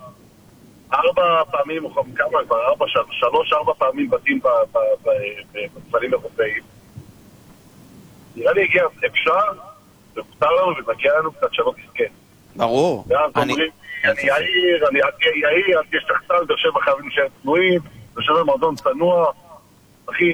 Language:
Hebrew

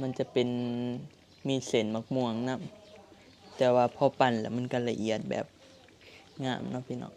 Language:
Northeastern Thai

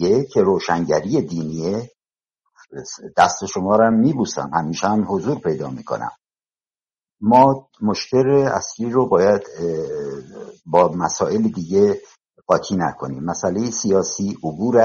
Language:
Persian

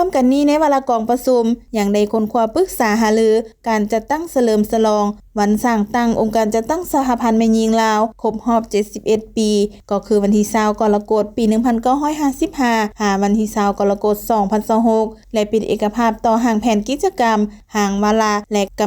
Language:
Lao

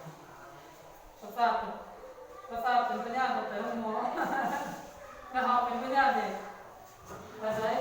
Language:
Lao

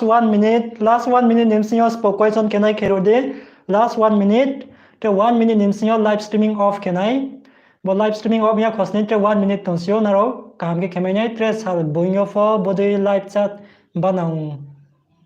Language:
Riang (India)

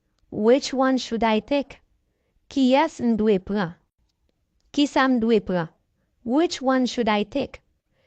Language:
Haitian Creole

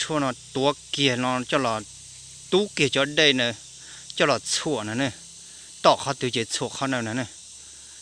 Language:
Hmong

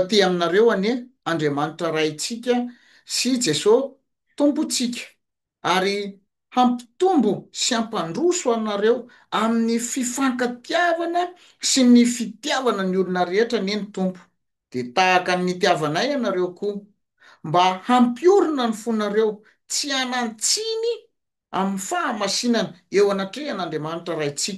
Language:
Malagasy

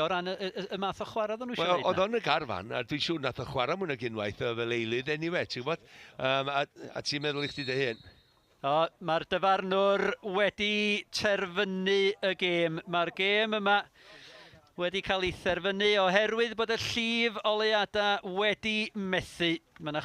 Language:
Welsh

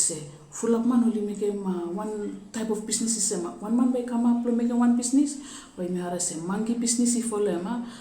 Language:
Bislama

